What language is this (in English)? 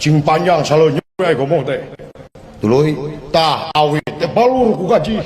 Sundanese